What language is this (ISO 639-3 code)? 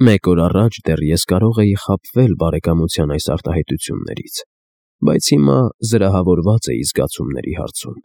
hye